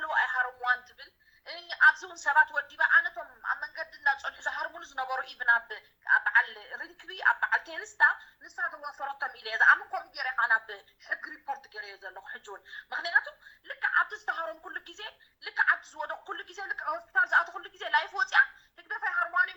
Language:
Tigrinya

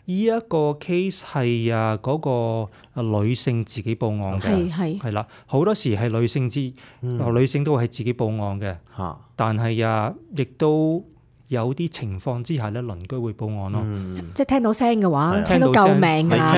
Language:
Cantonese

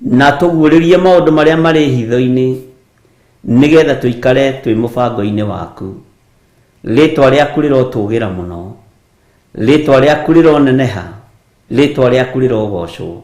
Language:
Kikuyu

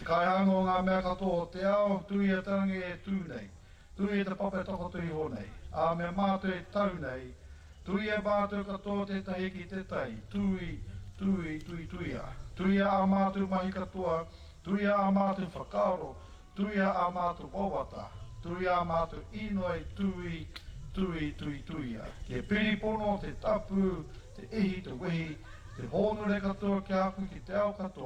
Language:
Māori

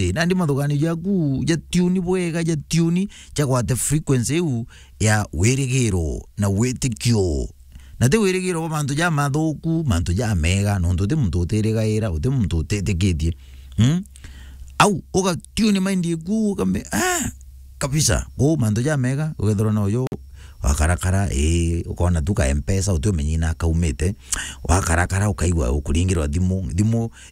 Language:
Meru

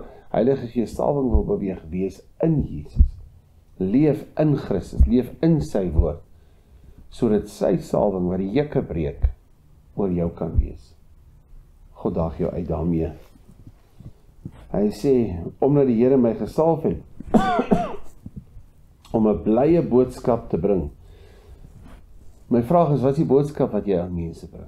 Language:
Afrikaans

